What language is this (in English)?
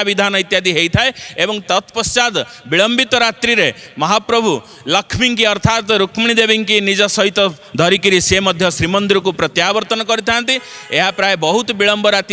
Odia